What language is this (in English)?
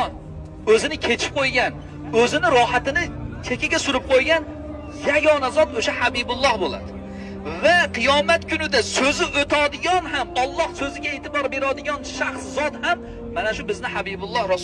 Uzbek